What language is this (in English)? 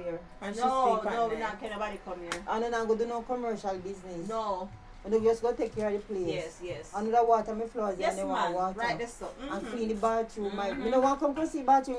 Jamaican Creole English